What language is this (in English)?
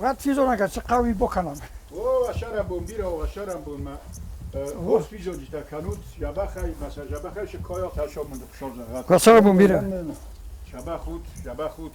Ossetic